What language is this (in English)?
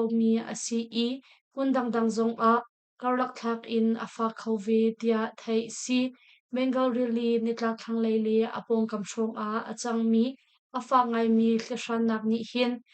Hakha Chin